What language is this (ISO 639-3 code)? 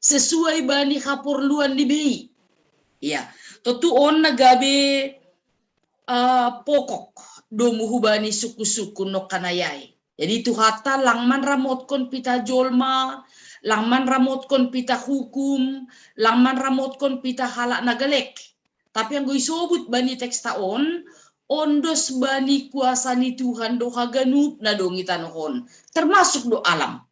bts